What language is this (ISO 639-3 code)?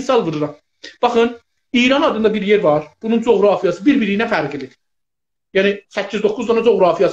azb